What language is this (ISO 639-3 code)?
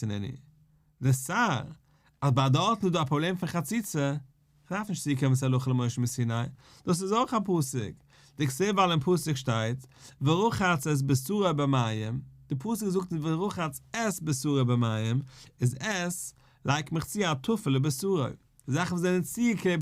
yid